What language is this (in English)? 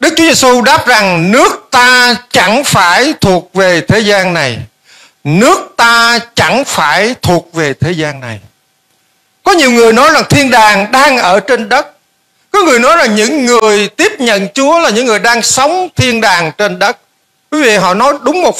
Vietnamese